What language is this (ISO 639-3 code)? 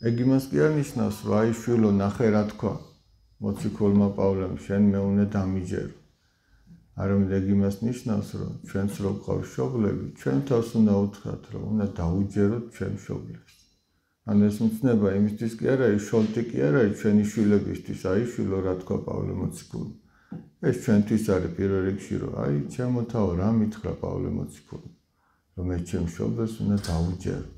kat